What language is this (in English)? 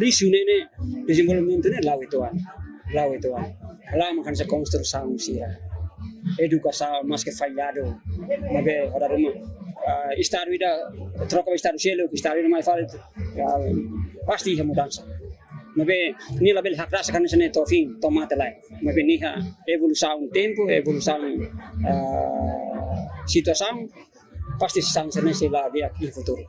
Tetum